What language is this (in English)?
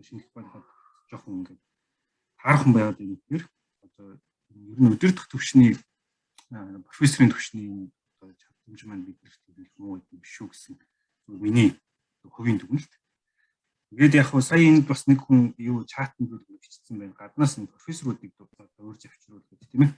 Mongolian